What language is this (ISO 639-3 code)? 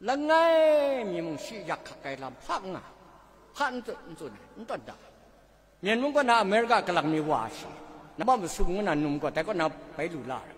kac